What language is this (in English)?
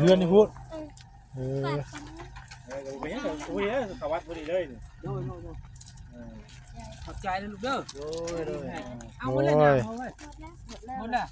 Northeastern Thai